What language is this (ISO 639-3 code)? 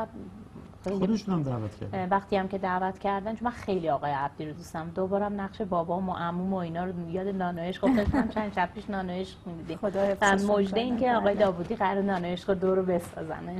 fas